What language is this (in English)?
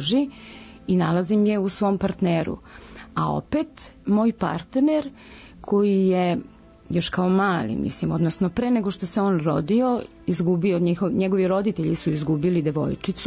Serbian